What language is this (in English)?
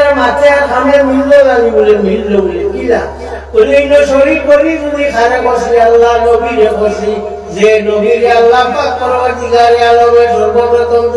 Sylheti